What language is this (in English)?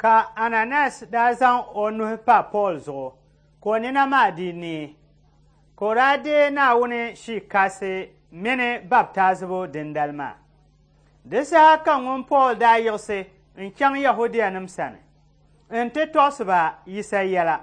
Dagbani